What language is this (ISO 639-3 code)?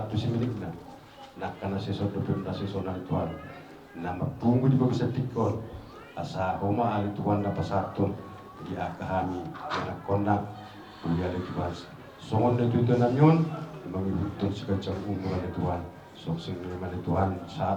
bbc